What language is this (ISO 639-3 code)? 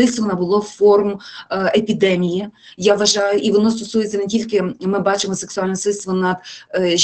ukr